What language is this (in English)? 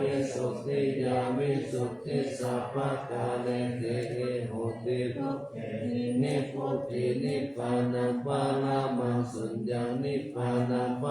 Pali